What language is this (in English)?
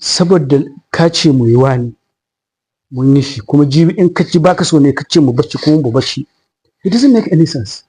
Hausa